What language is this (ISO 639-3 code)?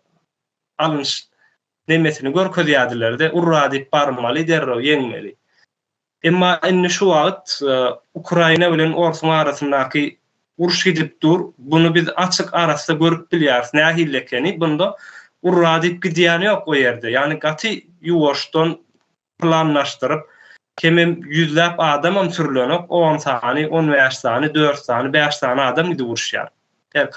tuk